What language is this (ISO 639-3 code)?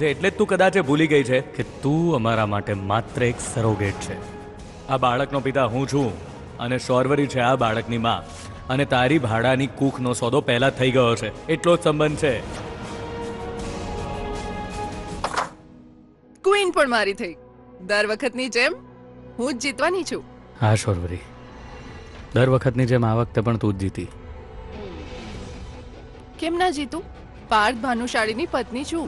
guj